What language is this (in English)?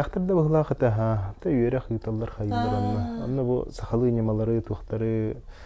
Yakut